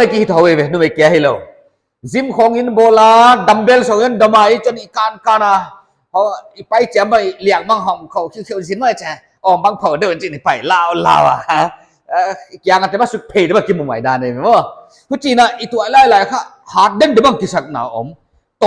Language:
Paite Chin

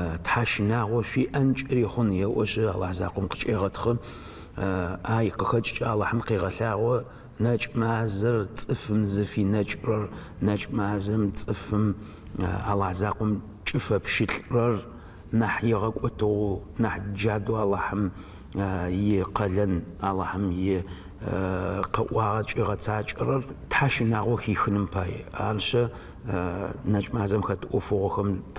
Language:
Adyghe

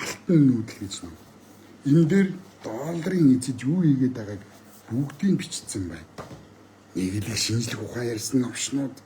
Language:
Mongolian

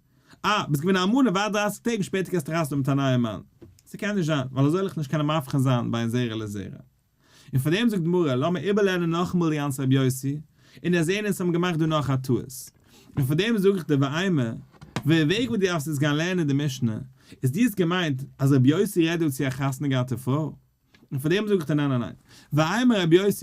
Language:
Yiddish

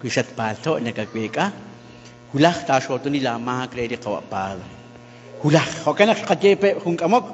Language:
Kekchí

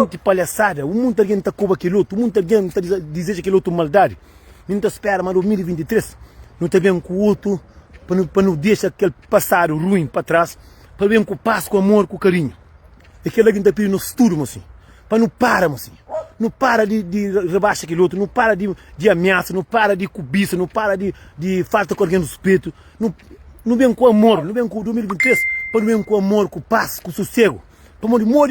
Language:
Kabuverdianu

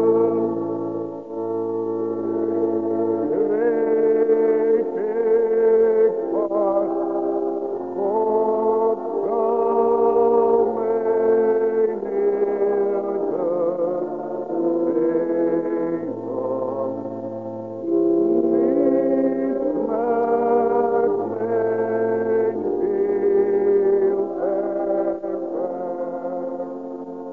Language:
Dutch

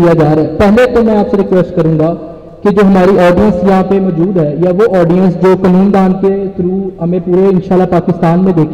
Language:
Urdu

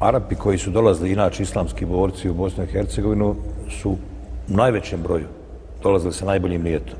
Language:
Bosnian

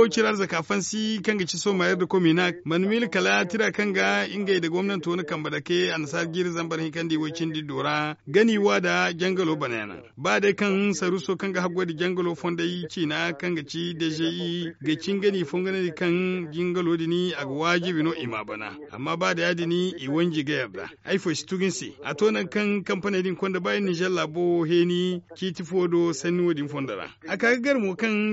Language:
Zarma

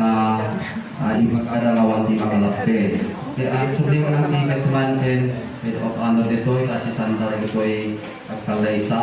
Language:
Iloko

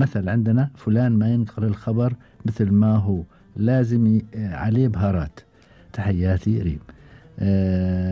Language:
Gulf Arabic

